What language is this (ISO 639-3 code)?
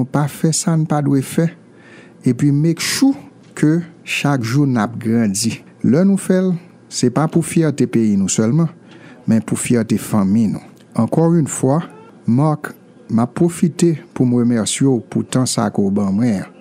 hat